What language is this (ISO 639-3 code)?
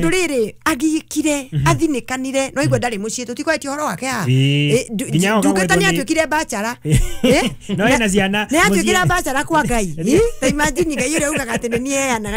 kik